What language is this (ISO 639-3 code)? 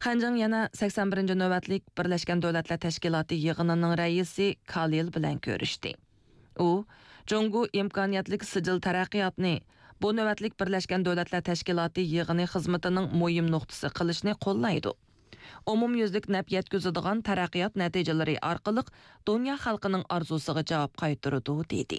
uig